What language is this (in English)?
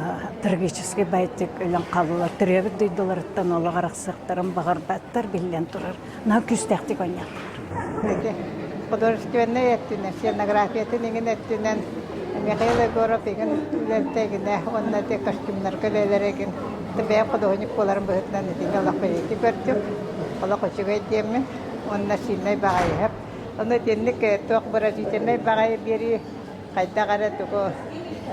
Yakut